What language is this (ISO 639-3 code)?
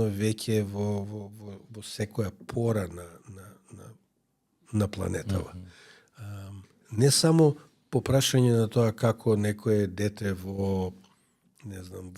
mkd